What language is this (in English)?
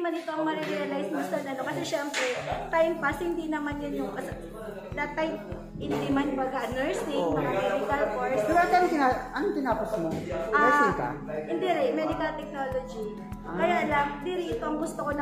Filipino